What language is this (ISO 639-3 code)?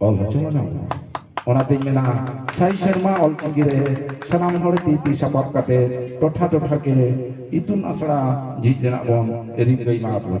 sat